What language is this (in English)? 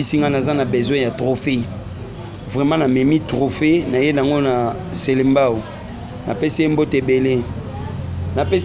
Lingala